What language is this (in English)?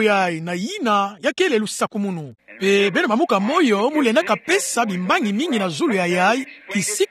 Kituba (Democratic Republic of Congo)